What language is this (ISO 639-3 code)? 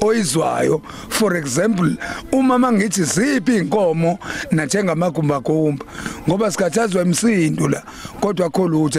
zul